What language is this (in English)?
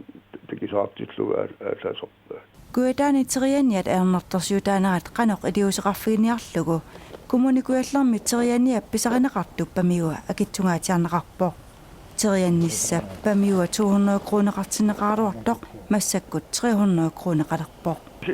Kalaallisut